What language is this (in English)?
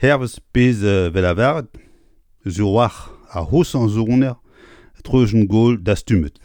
Breton